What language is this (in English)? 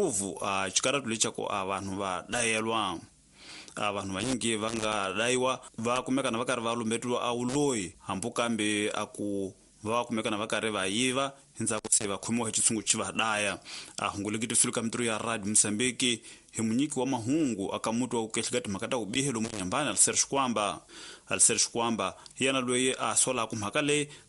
Tsonga